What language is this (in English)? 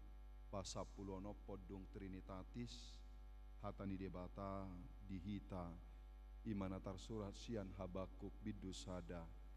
Batak Toba